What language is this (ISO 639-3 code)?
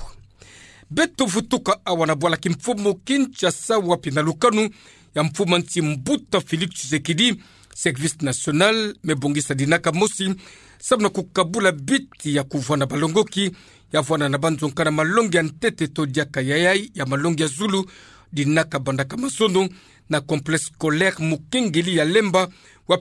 ktu